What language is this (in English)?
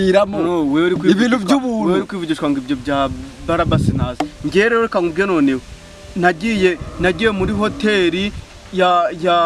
Kinyarwanda